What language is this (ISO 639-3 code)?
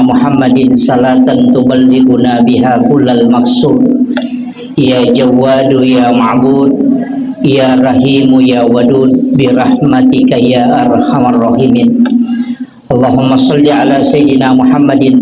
bug